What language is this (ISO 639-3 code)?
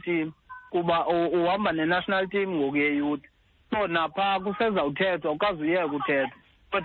xho